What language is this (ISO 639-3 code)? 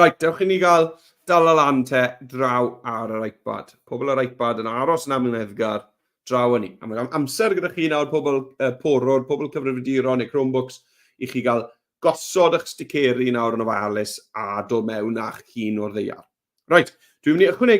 cym